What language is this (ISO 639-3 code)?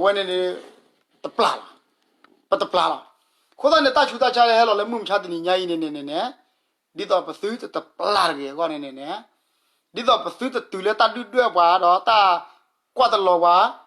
ksw